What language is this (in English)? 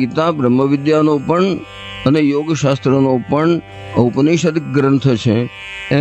Gujarati